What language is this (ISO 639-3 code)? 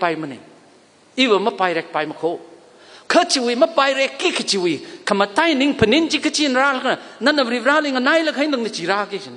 nmf